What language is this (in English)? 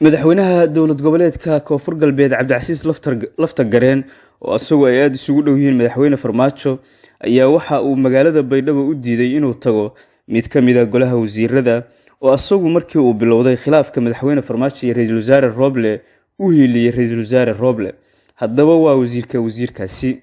Somali